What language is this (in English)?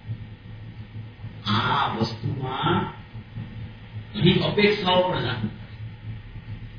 Gujarati